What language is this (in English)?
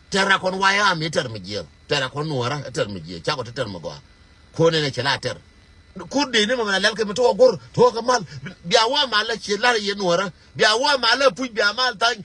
Nuer